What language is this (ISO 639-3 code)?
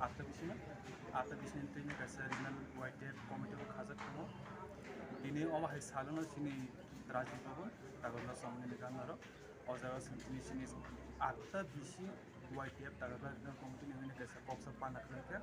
trp